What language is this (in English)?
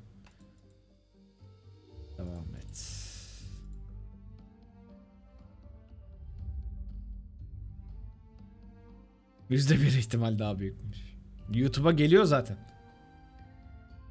Turkish